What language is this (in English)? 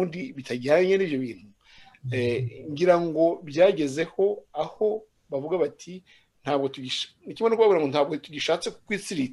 Kinyarwanda